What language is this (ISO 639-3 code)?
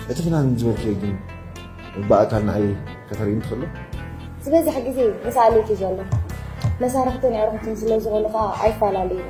tir